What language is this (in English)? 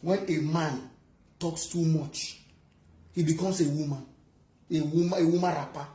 Nigerian Pidgin